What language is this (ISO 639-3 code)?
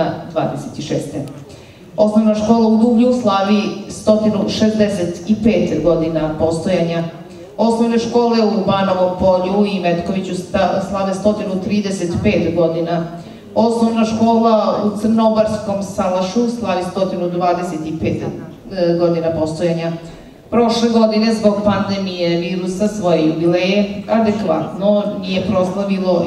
srp